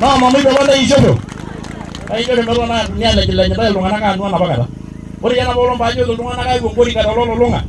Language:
Masai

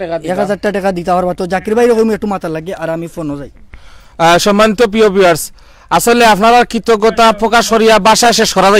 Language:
Sylheti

